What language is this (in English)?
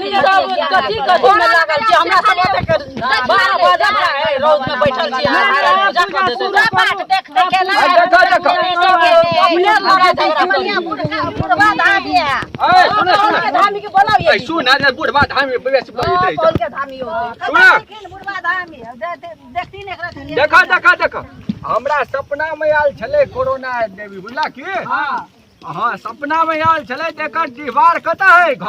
Maithili